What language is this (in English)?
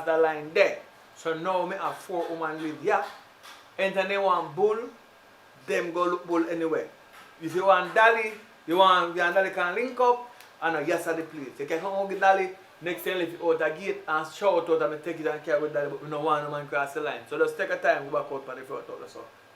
Jamaican Creole English